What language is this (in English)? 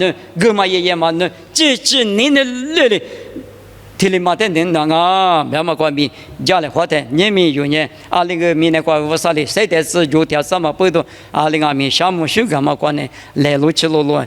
Lisu